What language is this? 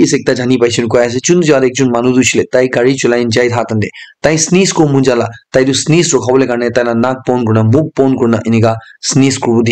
Naga Pidgin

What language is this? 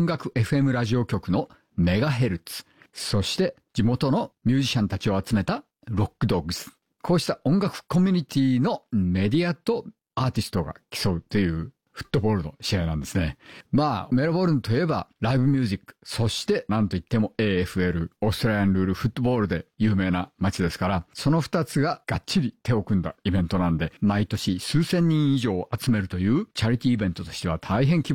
Japanese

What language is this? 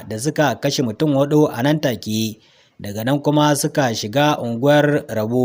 Hausa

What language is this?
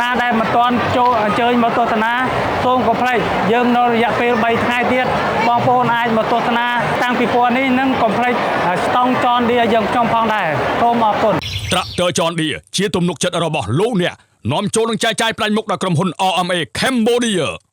Khmer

